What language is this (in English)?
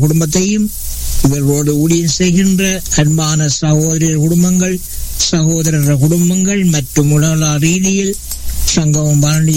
Tamil